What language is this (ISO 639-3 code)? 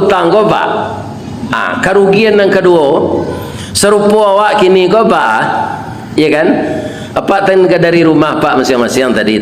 min